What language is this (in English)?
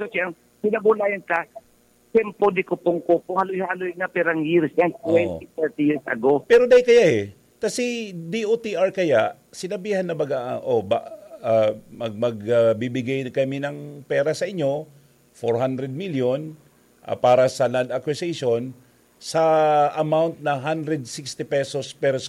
Bikol